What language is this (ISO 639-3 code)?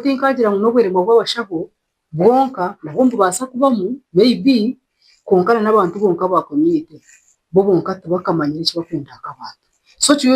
nyn